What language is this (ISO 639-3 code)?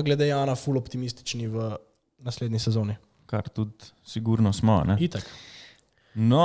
slv